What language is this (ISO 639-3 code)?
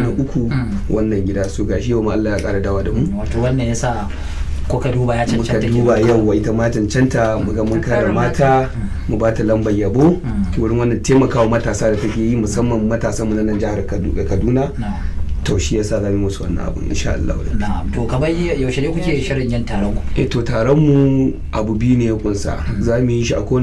hau